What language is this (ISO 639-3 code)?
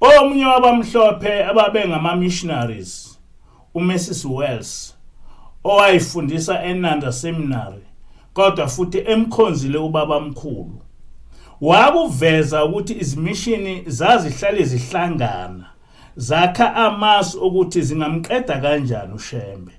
zul